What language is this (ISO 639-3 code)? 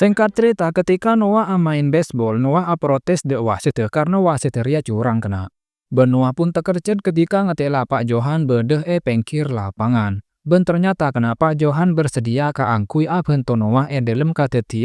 mad